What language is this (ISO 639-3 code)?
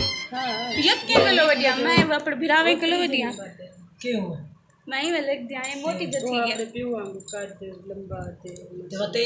skr